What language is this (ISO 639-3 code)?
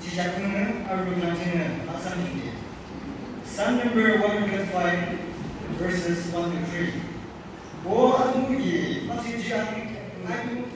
yim